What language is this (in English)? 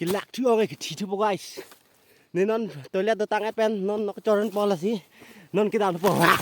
Karbi